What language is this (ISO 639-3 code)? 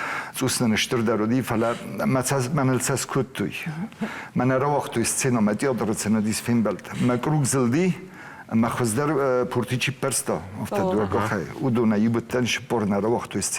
oss